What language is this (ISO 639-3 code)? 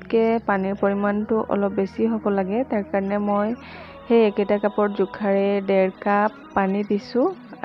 asm